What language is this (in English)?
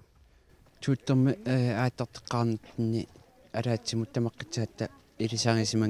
Kalaallisut